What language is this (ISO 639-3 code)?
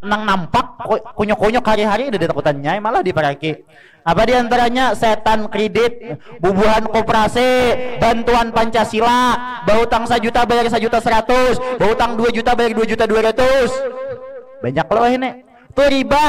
bjn